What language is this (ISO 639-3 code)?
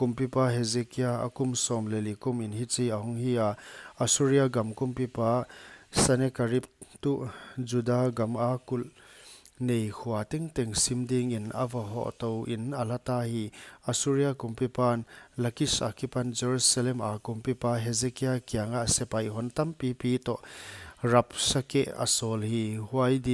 pck